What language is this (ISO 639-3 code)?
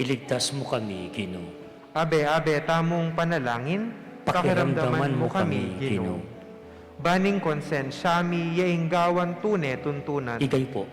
pam